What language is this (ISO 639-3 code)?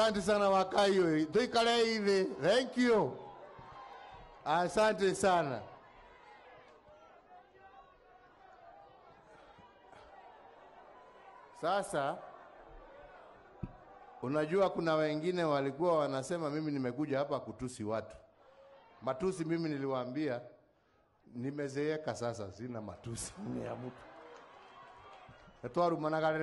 swa